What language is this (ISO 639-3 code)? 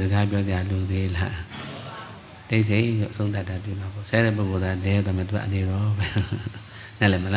mya